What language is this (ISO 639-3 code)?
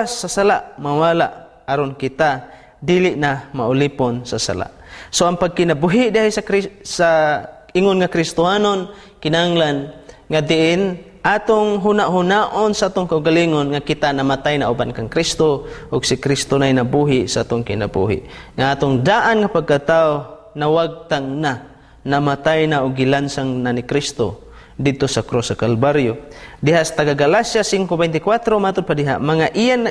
ceb